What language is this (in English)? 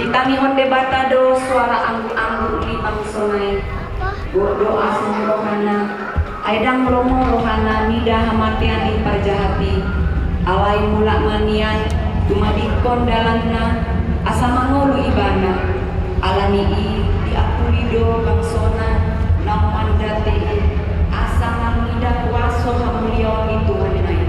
Batak Toba